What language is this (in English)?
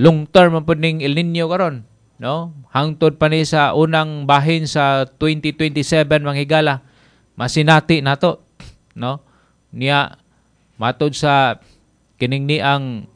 Cebuano